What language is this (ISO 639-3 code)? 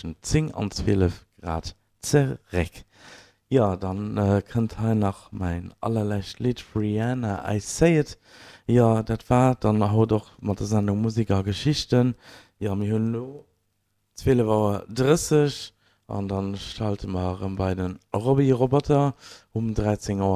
ltz